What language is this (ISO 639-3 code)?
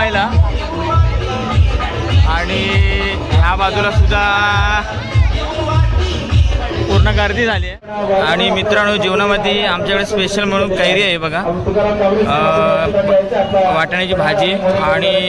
mar